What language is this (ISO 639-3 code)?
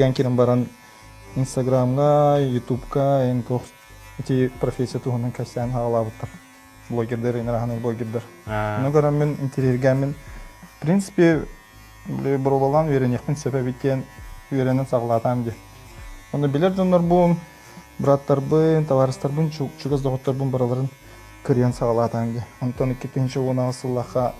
sah